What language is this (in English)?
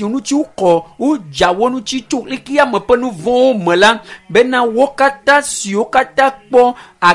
Ewe